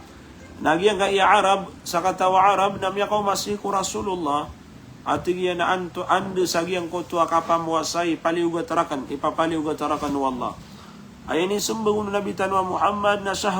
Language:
Maranao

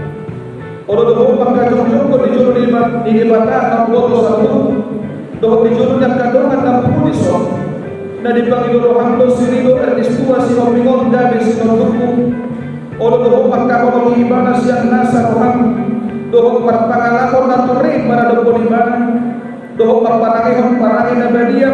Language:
Batak Toba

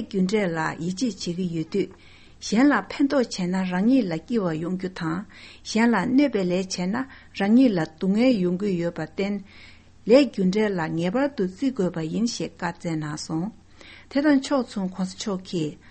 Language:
Tibetan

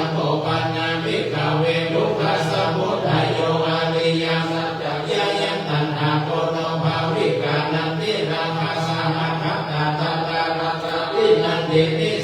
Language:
Pali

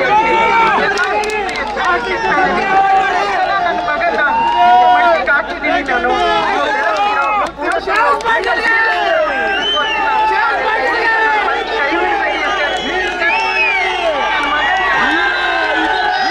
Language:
Kannada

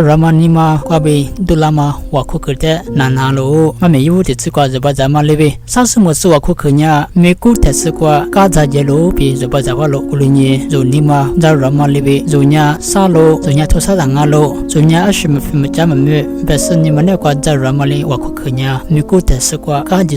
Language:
Lisu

